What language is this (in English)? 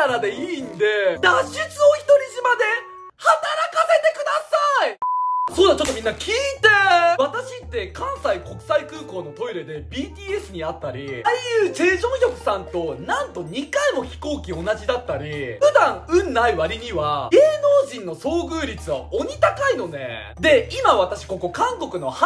Japanese